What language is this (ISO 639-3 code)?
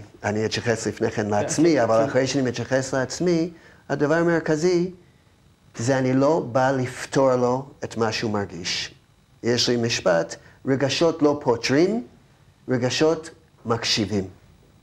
heb